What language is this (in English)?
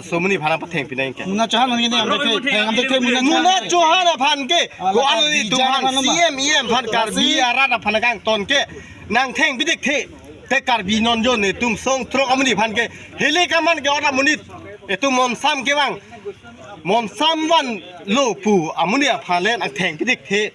Karbi